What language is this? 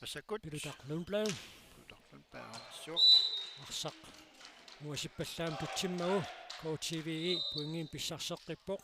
Kalaallisut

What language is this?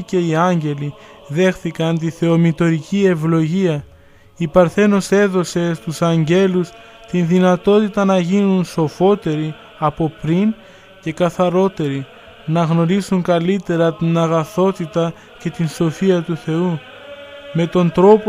Greek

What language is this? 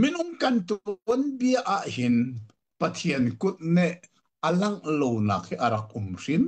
Hakha Chin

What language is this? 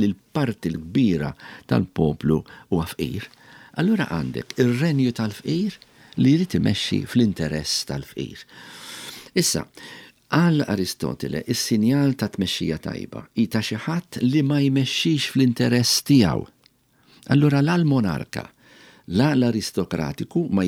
Maltese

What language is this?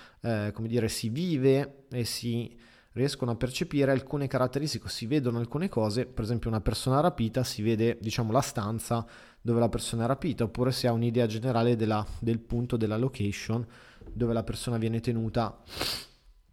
Italian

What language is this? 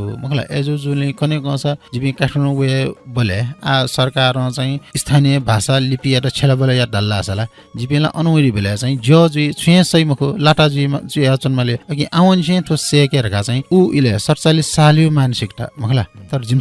Newari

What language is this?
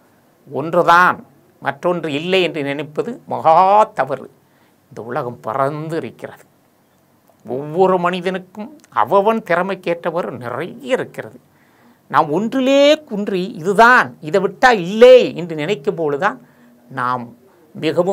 Tamil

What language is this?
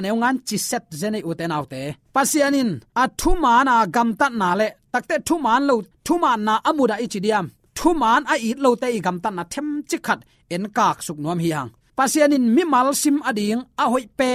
Tedim Chin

